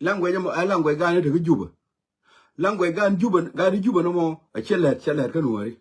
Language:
Nuer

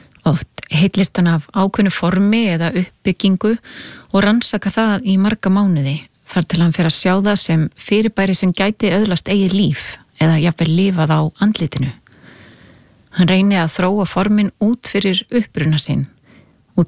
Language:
Icelandic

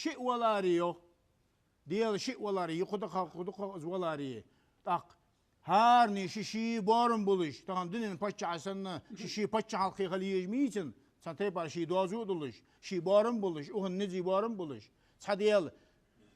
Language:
Ingush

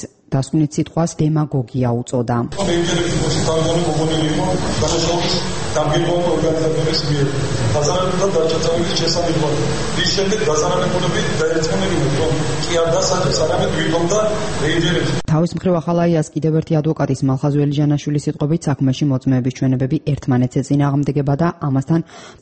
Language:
Georgian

